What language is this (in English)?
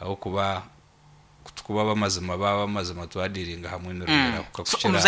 Nyankole